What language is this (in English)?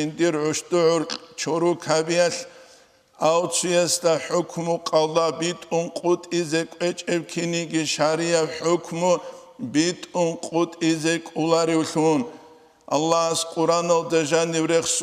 Avaric